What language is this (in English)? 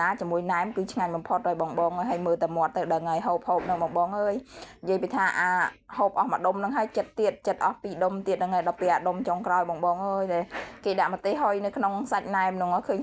Khmer